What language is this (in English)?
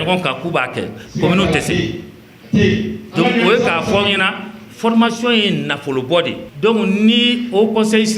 Bambara